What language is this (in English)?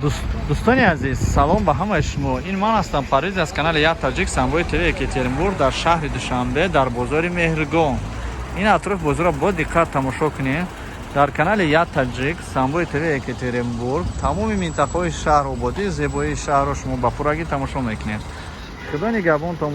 Tajik